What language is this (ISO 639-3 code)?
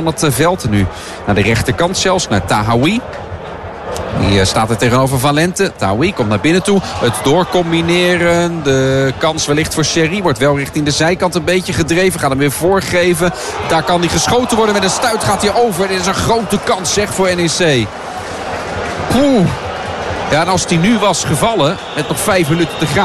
nld